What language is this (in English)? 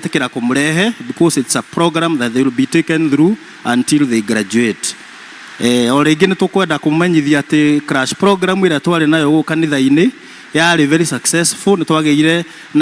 Kikuyu